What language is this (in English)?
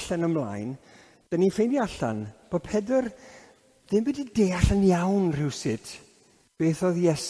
Welsh